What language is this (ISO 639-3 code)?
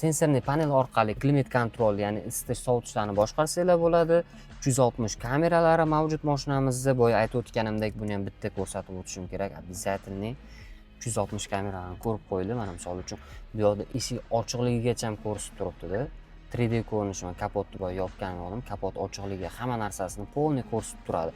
uzb